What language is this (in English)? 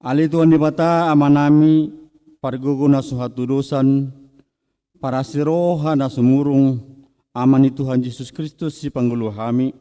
Batak Toba